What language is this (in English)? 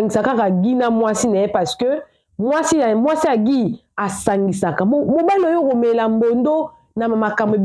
Lingala